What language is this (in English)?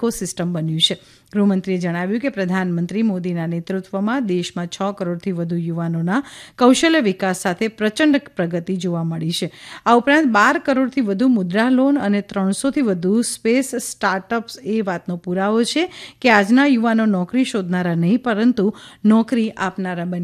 Gujarati